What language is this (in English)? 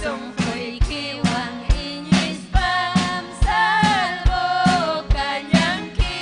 Ayacucho Quechua